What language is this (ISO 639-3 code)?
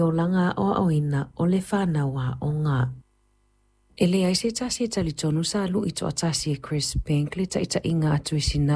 smo